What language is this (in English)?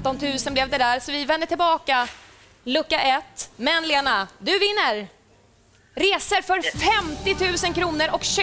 Swedish